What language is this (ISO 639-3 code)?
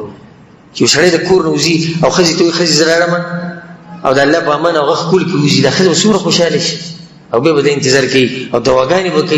pus